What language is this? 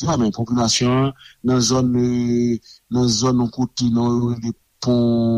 Haitian Creole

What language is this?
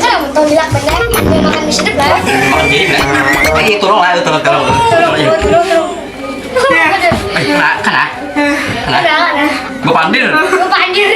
Banjar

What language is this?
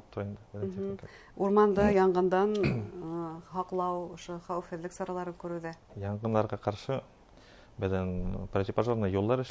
Bashkir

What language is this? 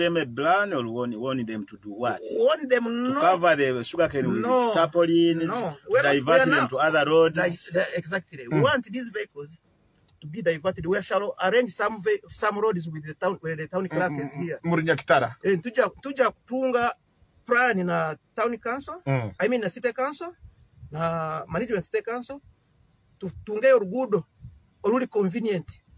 Nyoro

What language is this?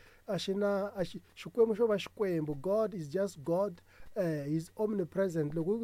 Tsonga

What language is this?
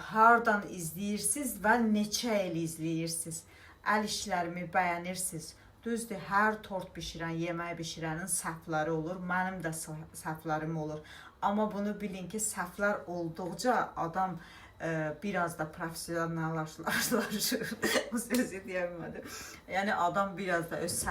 Azerbaijani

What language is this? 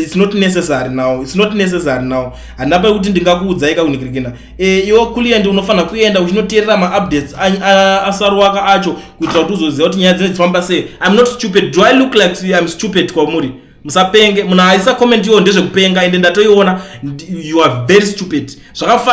Shona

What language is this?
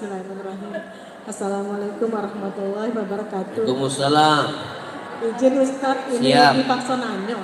Musi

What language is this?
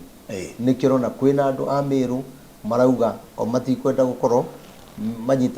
Kikuyu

